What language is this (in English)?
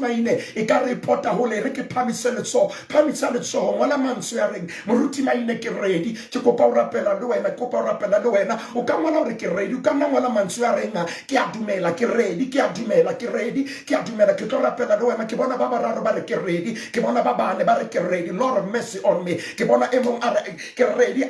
Southern Sotho